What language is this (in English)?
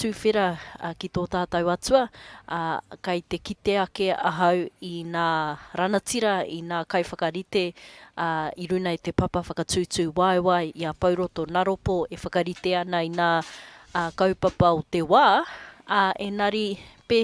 Māori